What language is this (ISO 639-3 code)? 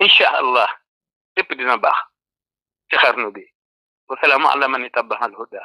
wol